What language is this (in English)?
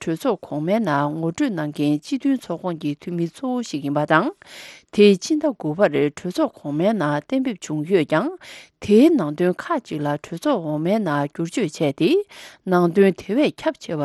Tibetan